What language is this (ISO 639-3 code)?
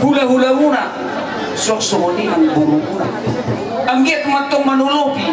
bbc